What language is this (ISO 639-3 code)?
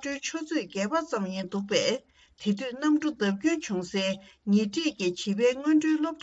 bod